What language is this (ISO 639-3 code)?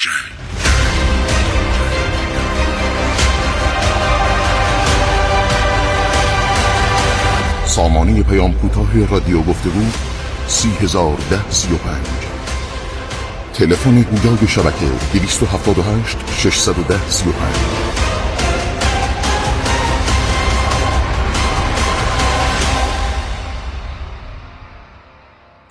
fas